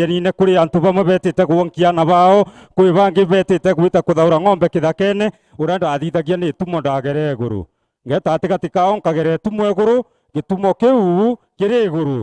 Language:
Meru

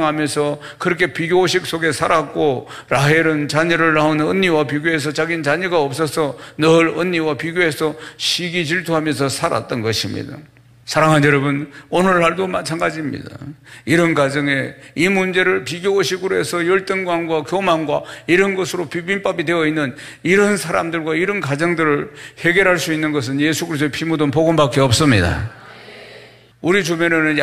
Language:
Korean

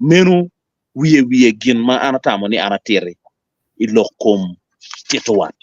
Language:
Acoli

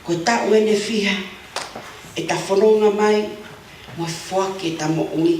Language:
Tongan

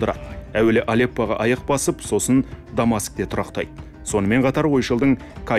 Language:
Kazakh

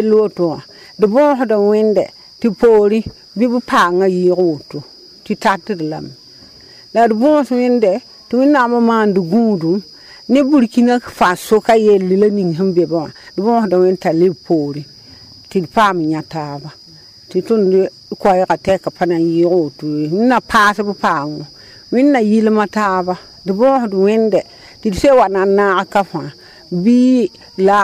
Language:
Mossi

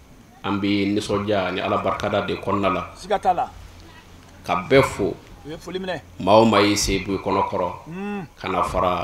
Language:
Bambara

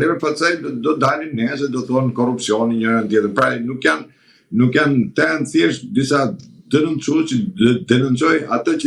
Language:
Albanian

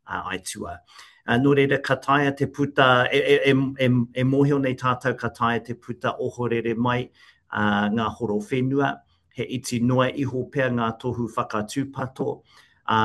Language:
Māori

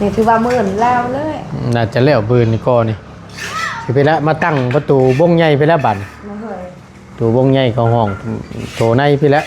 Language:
Northeastern Thai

